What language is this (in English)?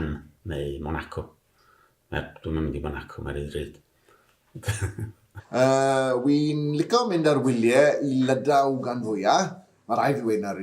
Welsh